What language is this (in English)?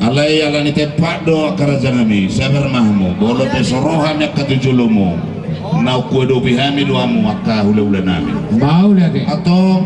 Batak Toba